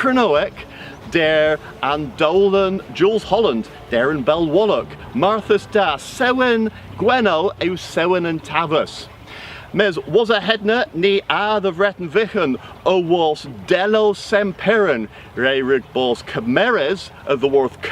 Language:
Cornish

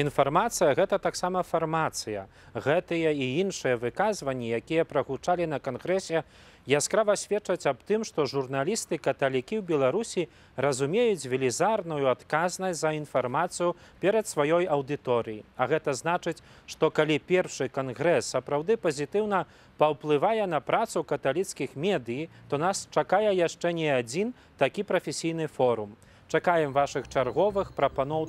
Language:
Belarusian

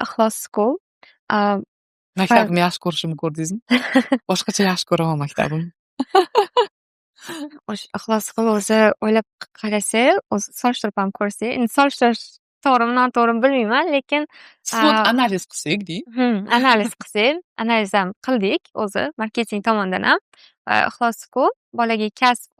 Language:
Uzbek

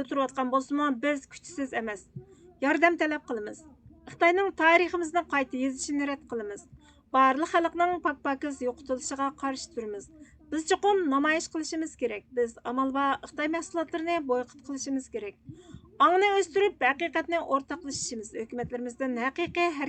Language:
Uyghur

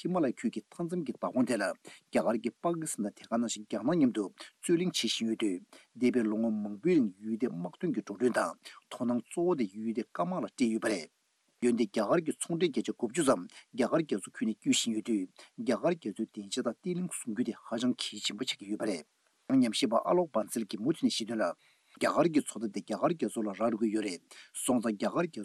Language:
Tibetan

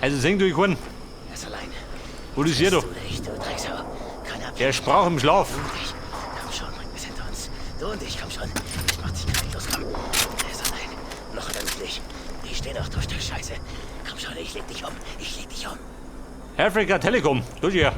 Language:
Bavarian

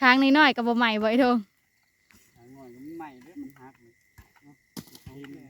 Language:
Northeastern Thai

